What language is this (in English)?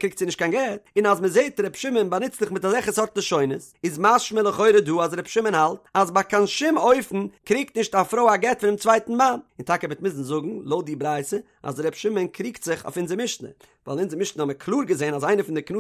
Yiddish